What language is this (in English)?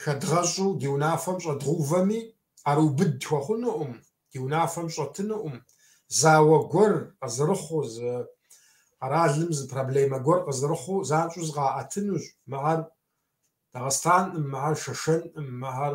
Kabardian